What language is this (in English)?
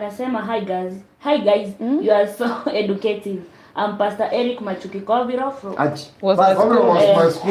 Gusii